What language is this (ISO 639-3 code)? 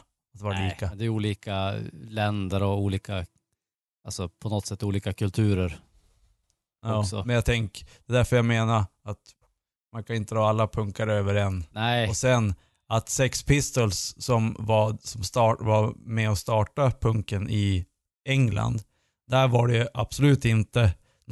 swe